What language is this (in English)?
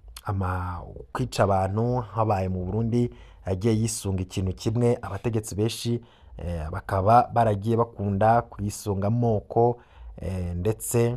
Rundi